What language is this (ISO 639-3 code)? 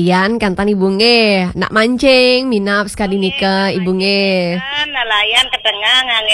ban